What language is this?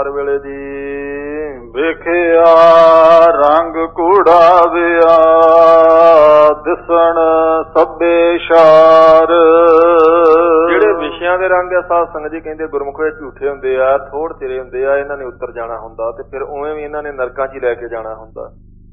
Punjabi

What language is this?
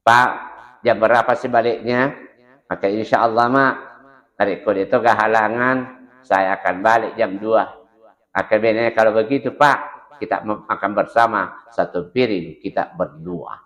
Buginese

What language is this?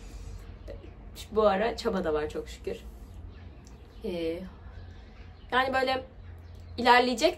Turkish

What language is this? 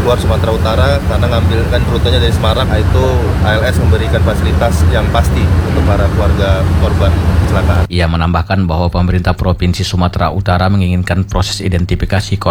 Indonesian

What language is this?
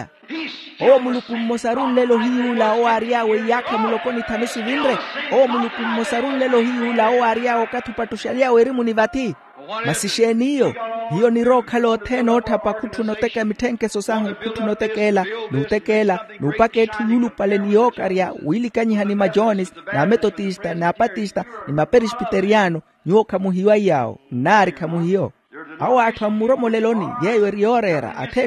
Makhuwa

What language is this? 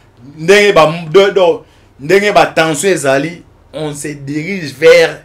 Lingala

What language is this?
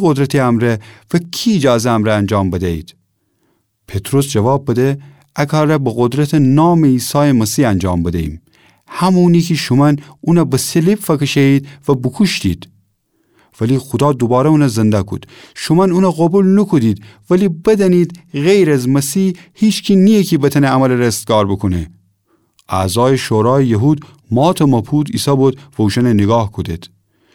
Gilaki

